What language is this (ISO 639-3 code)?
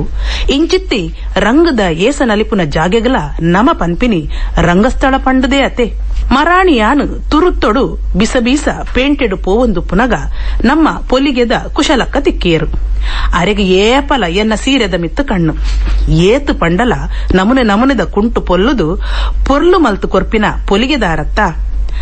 tcy